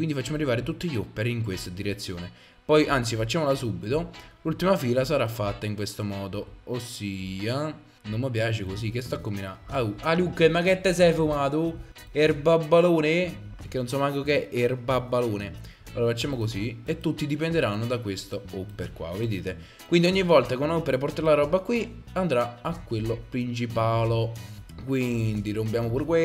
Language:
Italian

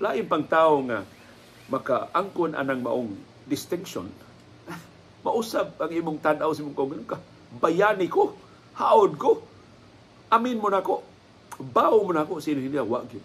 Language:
Cebuano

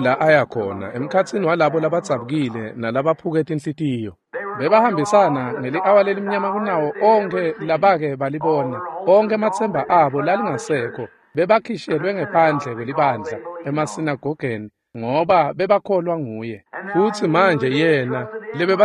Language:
Swati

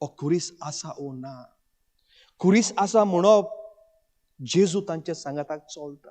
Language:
Konkani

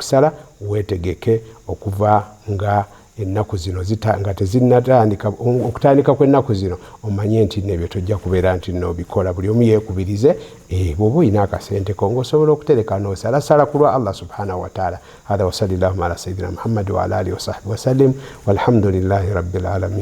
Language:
Ganda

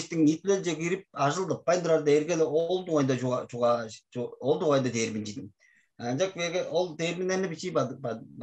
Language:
Tuvinian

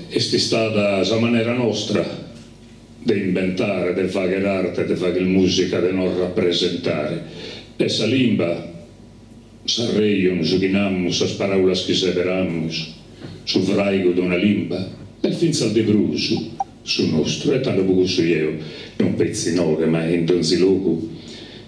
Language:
Sardinian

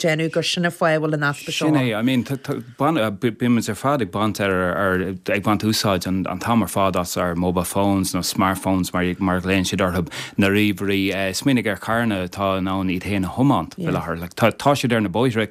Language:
Irish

